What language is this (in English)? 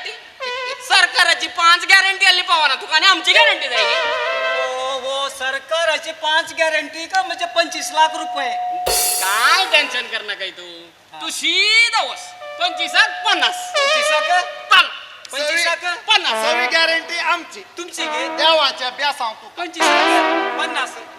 Konkani